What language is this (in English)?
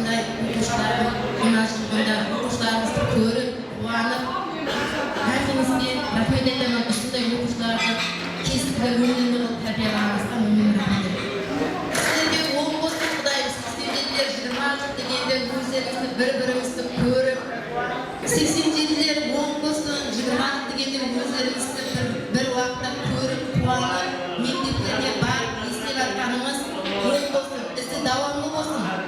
Kara-Kalpak